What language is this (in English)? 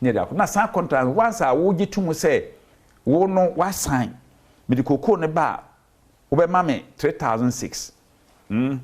Akan